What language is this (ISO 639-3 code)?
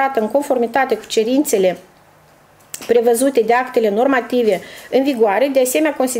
ron